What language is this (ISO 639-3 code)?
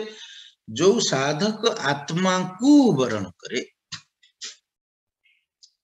ori